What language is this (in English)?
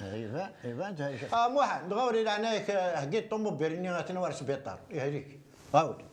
Kabyle